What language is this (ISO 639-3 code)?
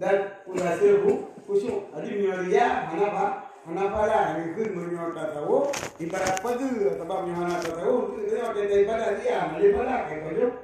ace